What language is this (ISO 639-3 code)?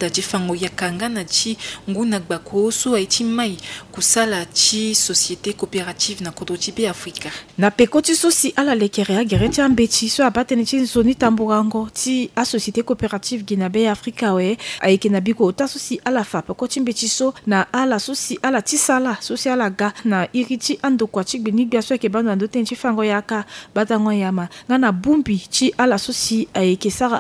sag